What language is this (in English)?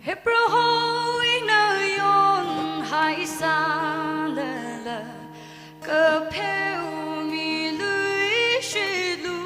Tangkhul Naga (India)